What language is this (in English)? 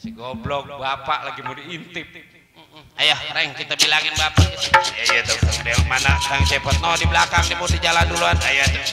Betawi